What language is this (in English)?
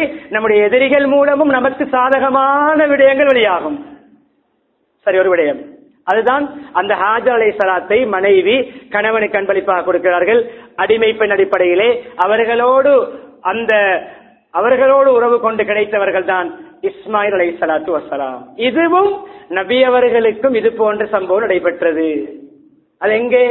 Tamil